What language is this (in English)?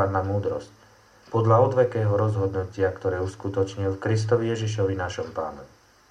Slovak